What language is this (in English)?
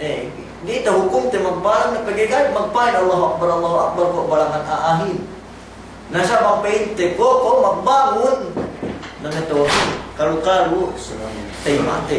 Yakan